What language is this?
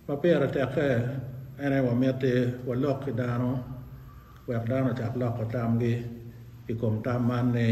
Acoli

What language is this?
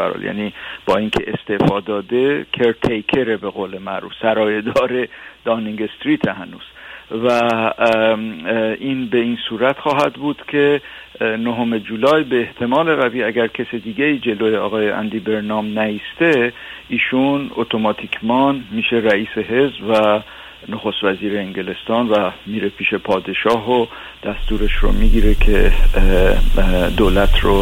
Persian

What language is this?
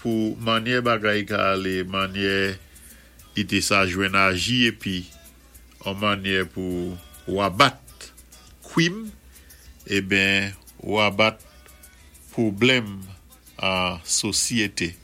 Saint Lucian Creole French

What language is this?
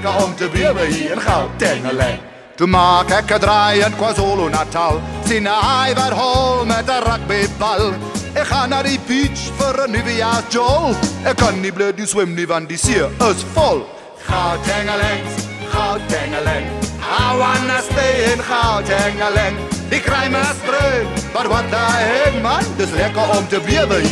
Afrikaans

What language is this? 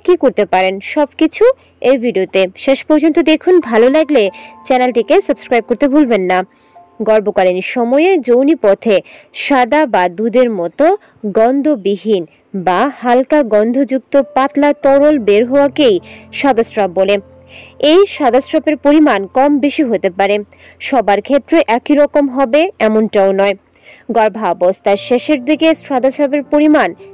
Bangla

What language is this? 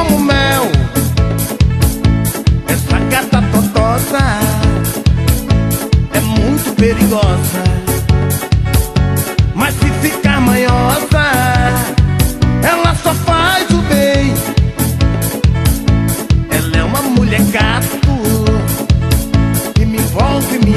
Portuguese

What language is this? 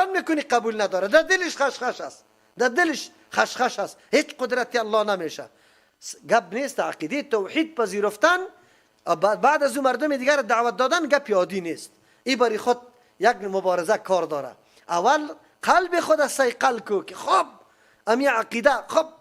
Persian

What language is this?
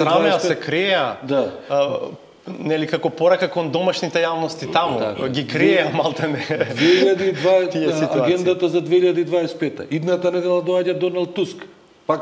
Macedonian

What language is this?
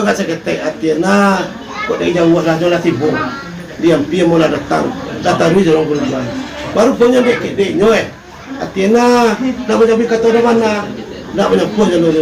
Minangkabau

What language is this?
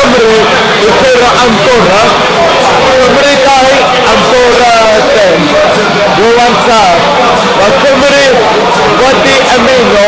Welsh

